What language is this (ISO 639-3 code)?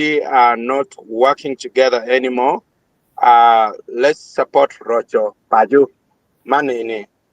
ach